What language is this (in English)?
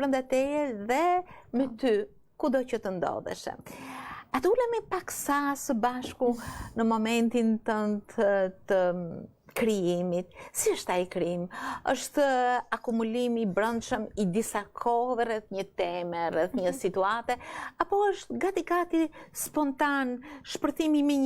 Albanian